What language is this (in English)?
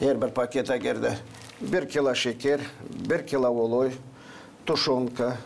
Gagauz